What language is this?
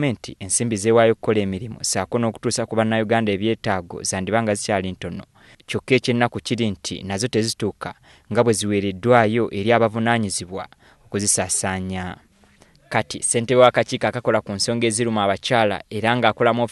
Ganda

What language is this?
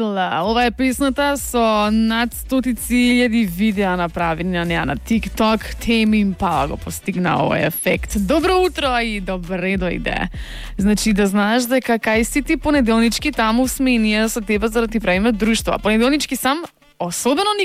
Macedonian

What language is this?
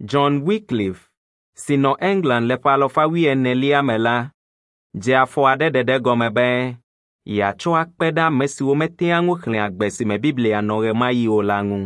Ewe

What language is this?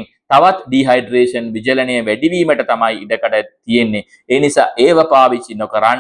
Sinhala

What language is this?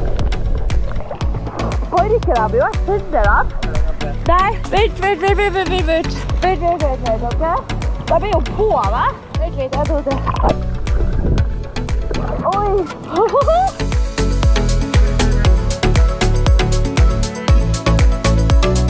Norwegian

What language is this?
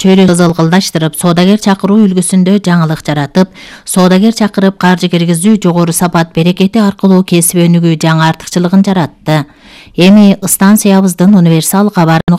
Kyrgyz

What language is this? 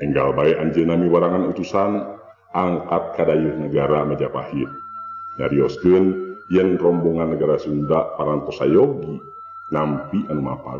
Sundanese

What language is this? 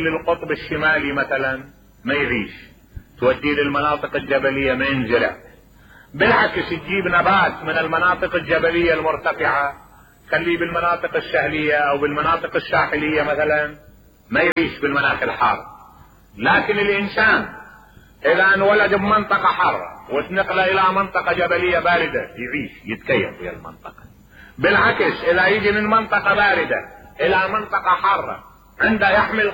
Mesopotamian Arabic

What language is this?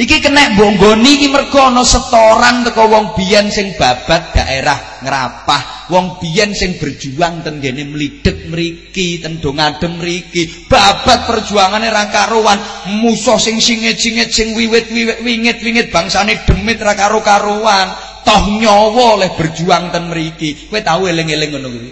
Javanese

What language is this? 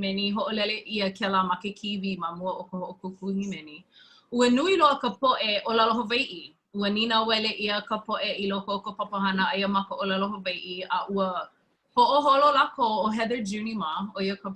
Hawaiian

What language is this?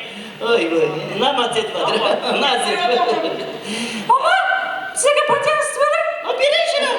Kara-Kalpak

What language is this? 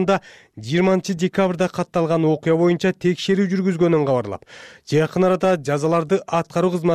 Kyrgyz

